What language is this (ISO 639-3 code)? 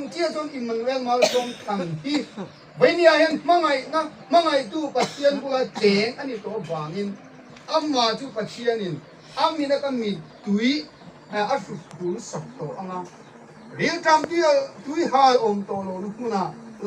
hmr